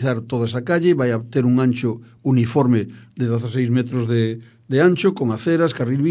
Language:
Galician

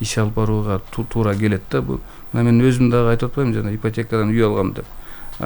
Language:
Kyrgyz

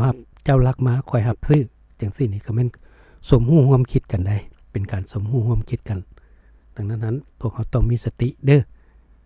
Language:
Lao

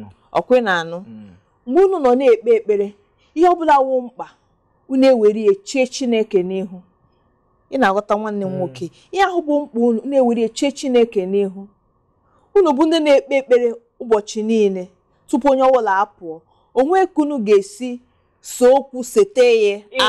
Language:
Igbo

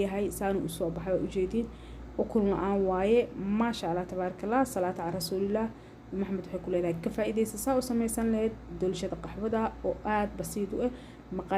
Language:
Somali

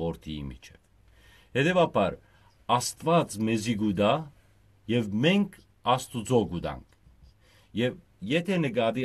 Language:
Western Armenian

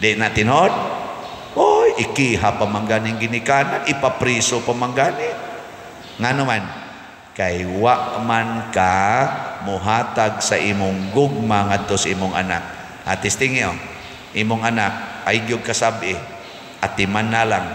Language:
Cebuano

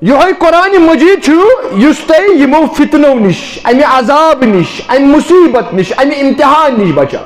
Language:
Kashmiri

